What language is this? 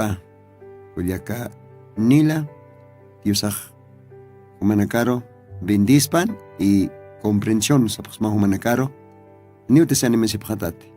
Aymara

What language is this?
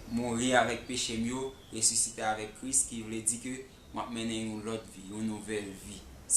Haitian Creole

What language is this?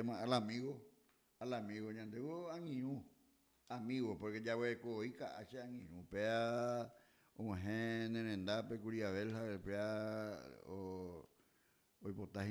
Guarani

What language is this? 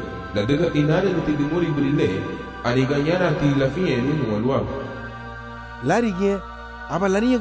Garifuna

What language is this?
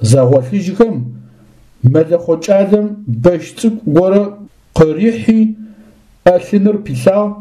Adyghe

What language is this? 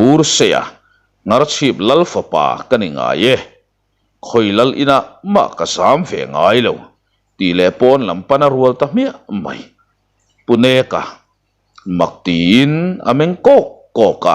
Mizo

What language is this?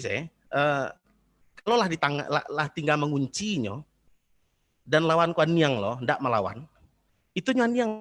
Minangkabau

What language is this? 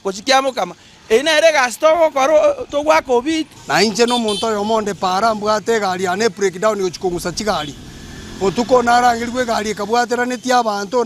Gusii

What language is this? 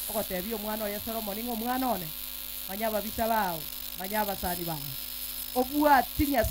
Gusii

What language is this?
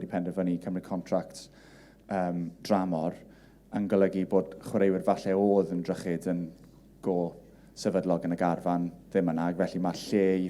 Welsh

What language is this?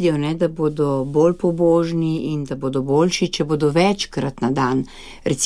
Slovenian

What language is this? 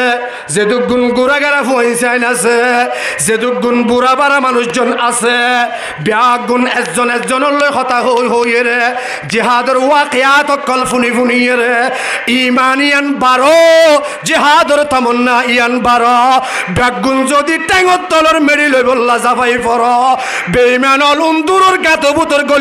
Rohingya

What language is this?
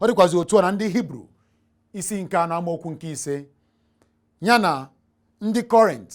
Igbo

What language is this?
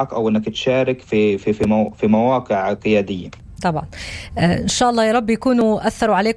North Levantine Arabic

